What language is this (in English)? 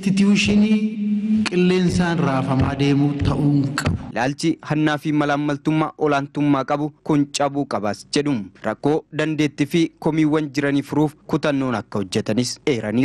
Oromo